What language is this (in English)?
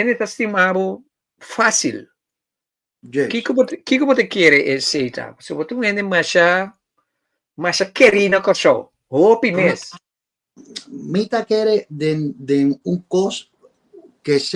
Papiamento